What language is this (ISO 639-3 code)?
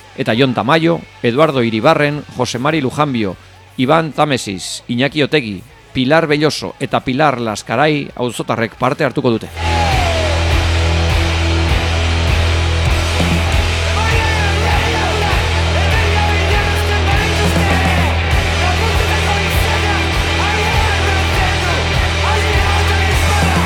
eus